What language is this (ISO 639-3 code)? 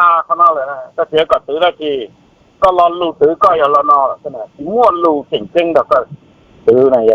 hmn